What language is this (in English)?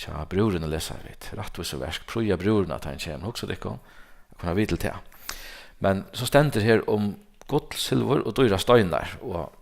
Faroese